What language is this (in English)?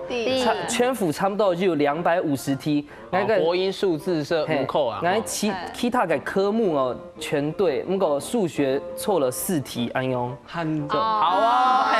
Hakka Chinese